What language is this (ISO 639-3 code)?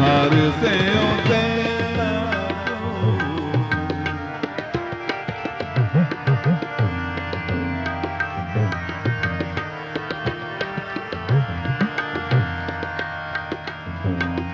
pan